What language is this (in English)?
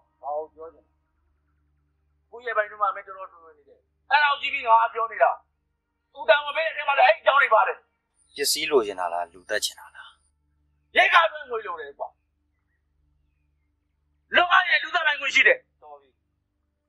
Burmese